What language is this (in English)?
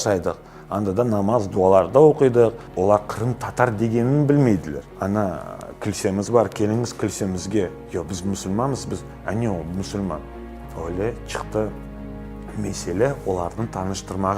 Crimean Tatar